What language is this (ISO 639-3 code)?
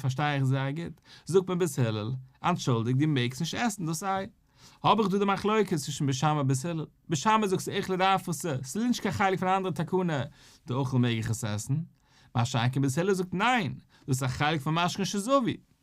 yid